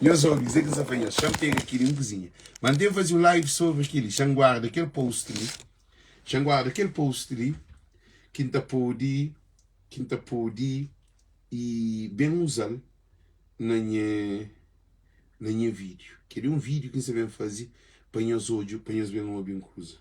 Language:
Kabuverdianu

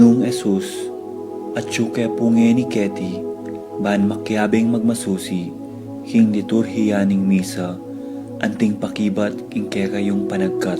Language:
Pampanga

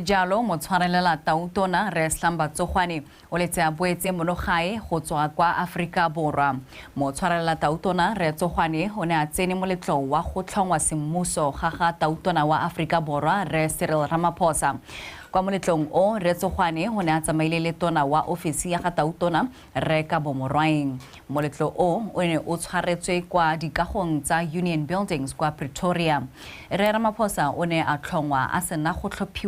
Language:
Tswana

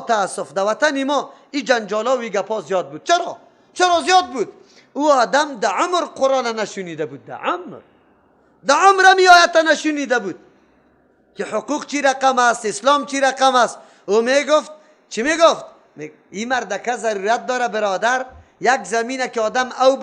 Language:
Persian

